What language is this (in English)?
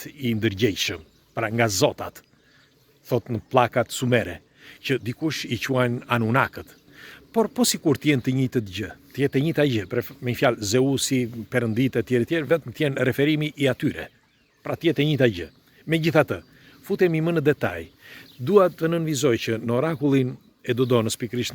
Albanian